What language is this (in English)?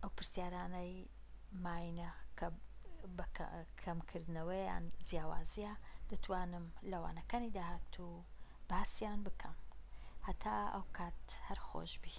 Central Kurdish